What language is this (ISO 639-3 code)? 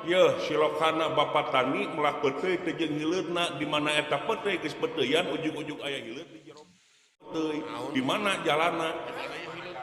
sun